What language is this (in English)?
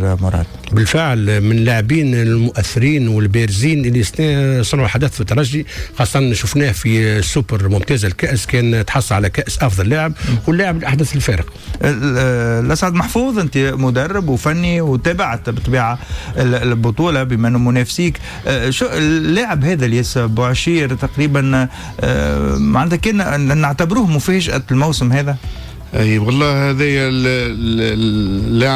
Tunisian Arabic